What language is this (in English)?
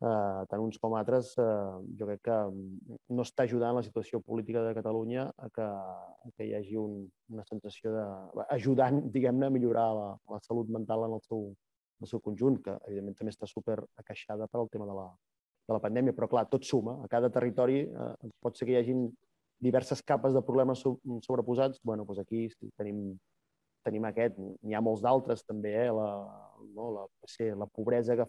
Catalan